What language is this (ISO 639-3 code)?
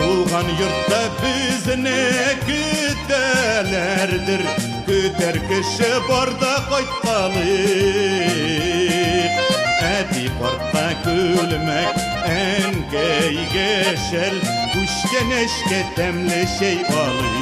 bak